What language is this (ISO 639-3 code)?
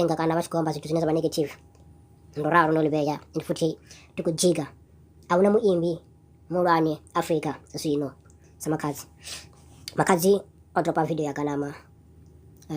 ven